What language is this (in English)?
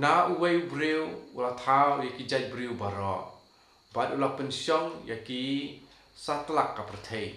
Khasi